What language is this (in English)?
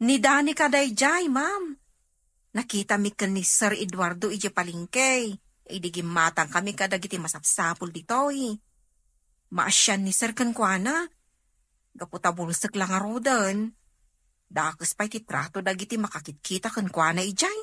Iloko